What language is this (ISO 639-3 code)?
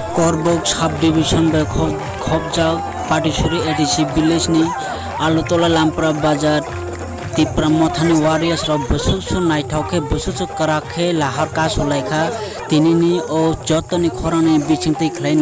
trp